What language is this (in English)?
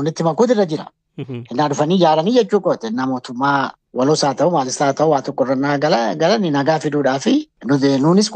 Oromo